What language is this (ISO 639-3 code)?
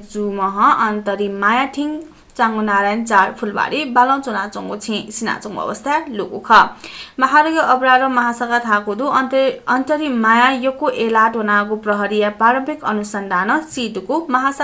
new